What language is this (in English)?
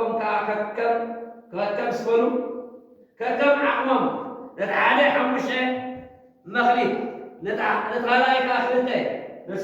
Tigrinya